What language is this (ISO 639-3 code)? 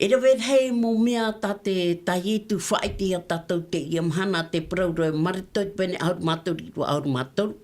tah